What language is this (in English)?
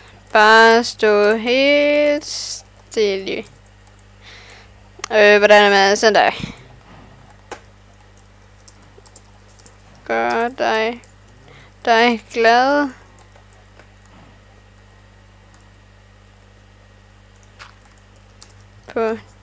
Danish